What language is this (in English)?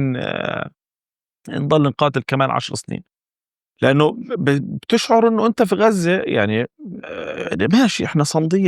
North Levantine Arabic